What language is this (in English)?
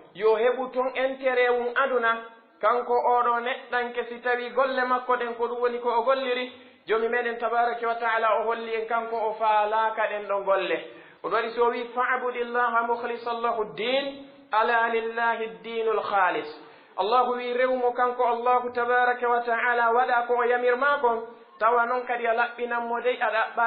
Pular